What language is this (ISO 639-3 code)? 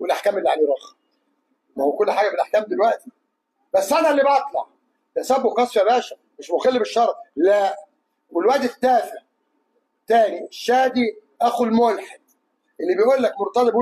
arz